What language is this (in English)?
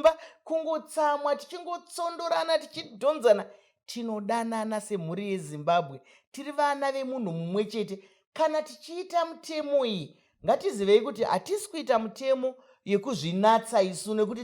Shona